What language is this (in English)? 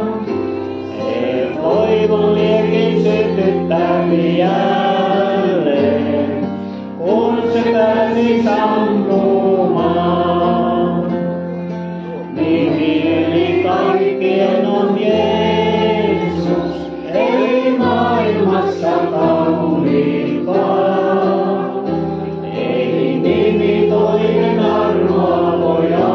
Finnish